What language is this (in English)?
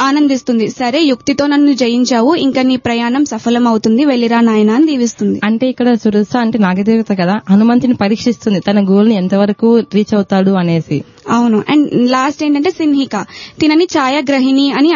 Telugu